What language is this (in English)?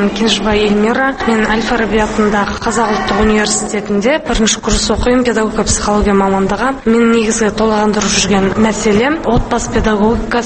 Kazakh